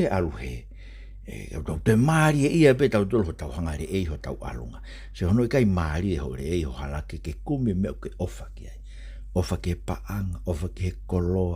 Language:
Tongan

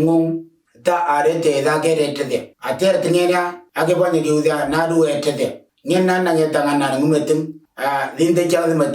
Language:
Moro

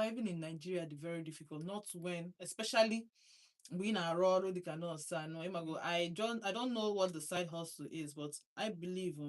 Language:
Igbo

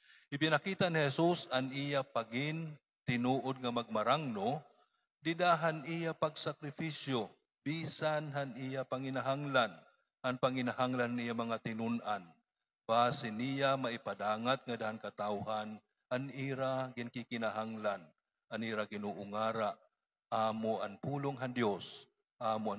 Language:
Waray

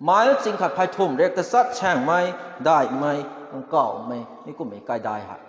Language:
Rongmei Naga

